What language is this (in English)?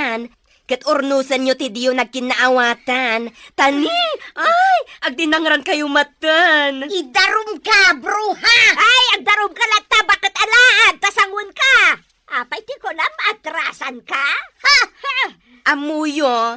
Iloko